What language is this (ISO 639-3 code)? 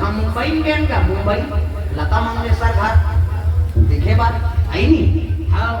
hne